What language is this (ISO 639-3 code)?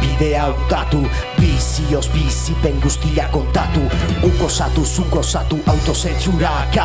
eus